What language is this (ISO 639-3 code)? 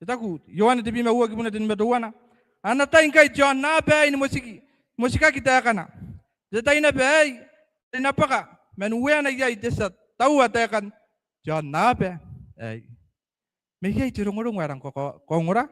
gil